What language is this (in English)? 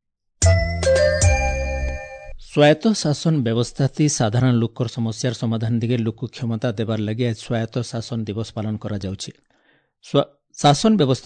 Odia